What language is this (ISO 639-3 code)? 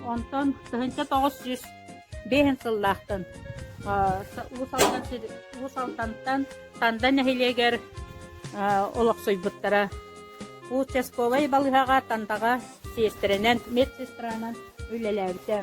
sah